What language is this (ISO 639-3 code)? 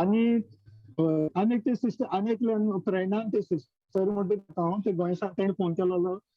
kok